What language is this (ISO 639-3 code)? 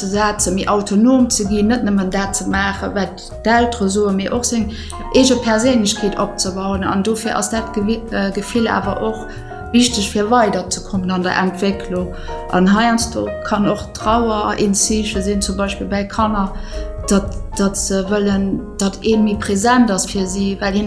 ltz